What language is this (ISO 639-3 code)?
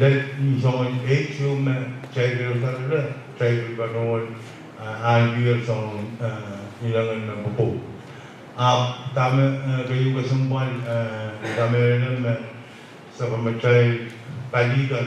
pon